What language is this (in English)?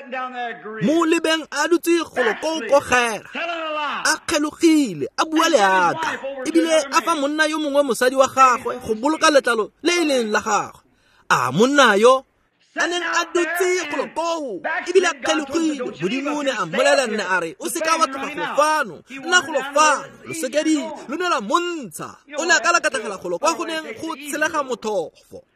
Tswana